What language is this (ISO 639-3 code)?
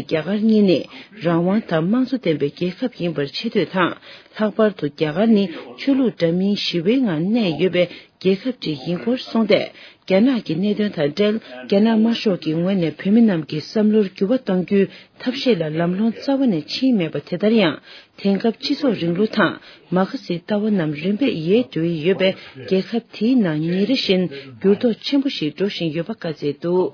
bod